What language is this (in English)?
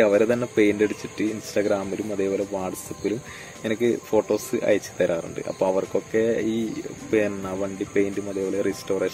Malayalam